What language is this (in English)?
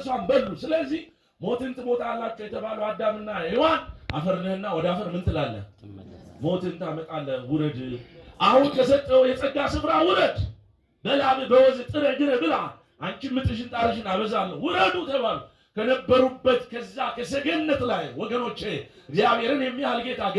Amharic